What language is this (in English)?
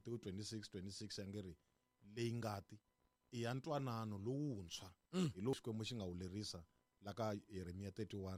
Tsonga